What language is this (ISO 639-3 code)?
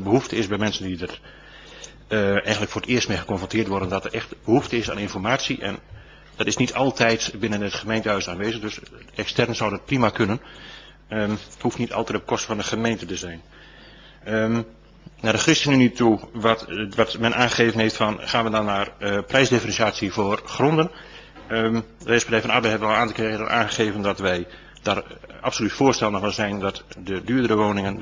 nld